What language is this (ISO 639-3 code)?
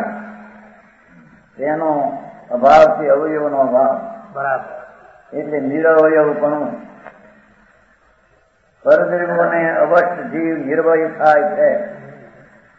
guj